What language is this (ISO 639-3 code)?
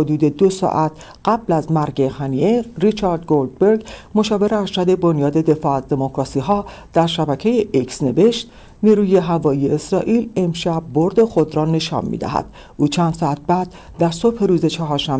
fas